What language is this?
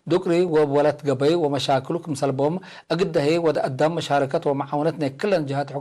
Tigre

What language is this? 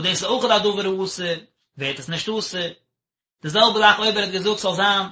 Yiddish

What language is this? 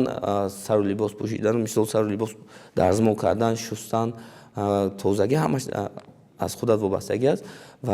Tajik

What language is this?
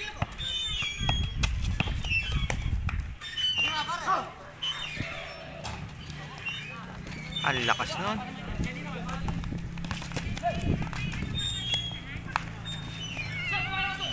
Filipino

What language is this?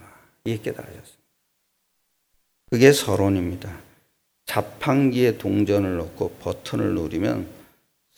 Korean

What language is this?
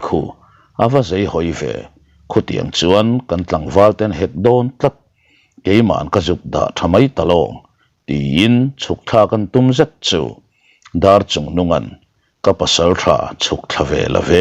Mizo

